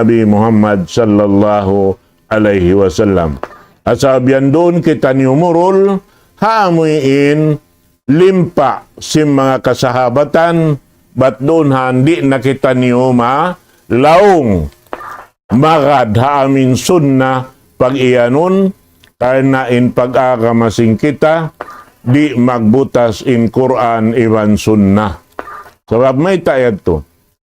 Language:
Tausug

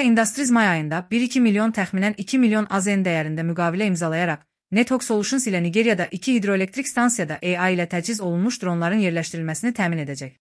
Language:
Azerbaijani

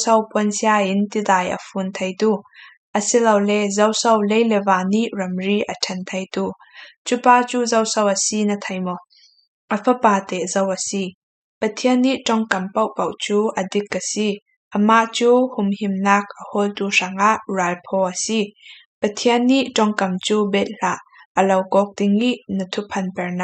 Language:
Falam Chin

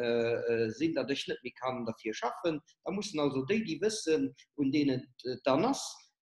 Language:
Luxembourgish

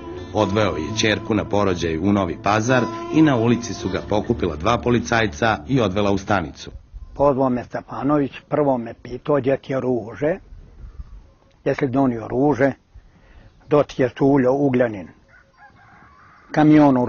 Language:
Serbian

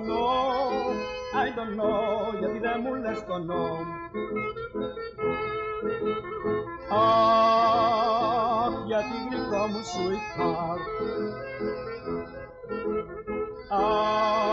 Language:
Greek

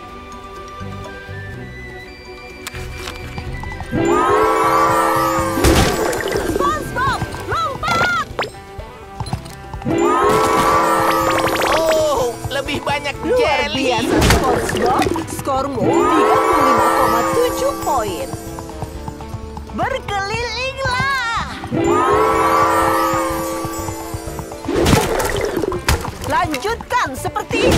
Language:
Indonesian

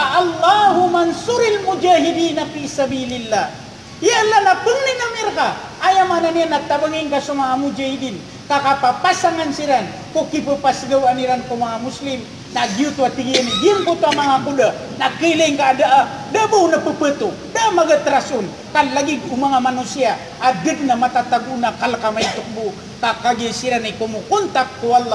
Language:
Maranao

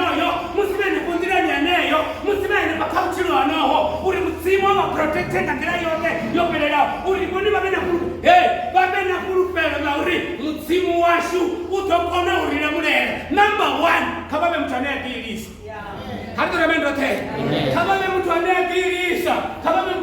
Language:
Venda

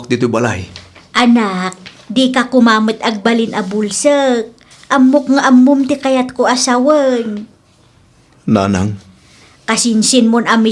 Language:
Iloko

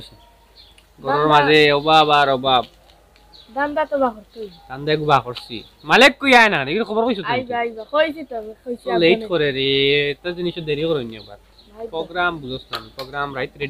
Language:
Sylheti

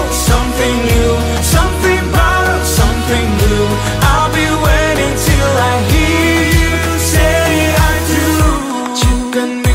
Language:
Vietnamese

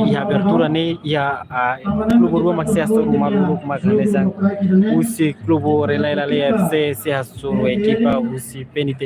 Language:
Tetum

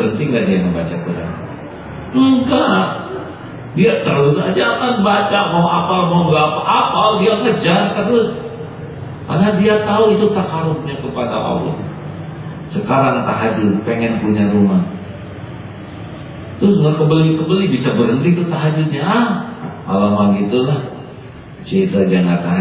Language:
Indonesian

